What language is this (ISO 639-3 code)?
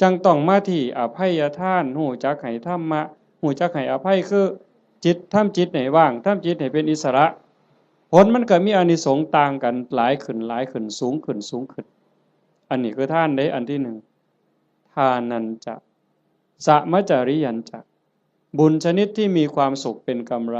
tts